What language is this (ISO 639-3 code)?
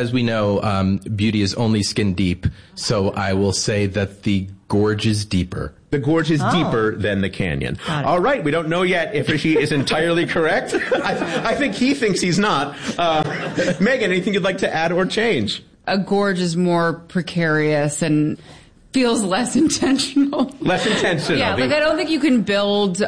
eng